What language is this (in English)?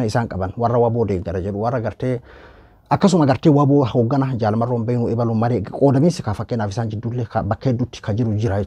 Oromo